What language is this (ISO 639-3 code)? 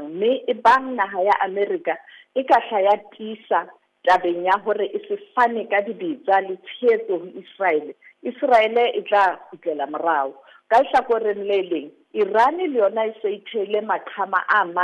sot